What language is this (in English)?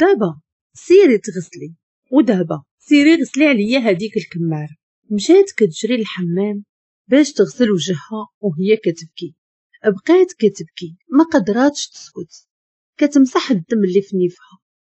Moroccan Arabic